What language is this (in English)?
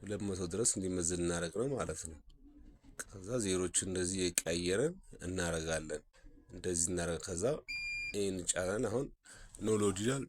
Amharic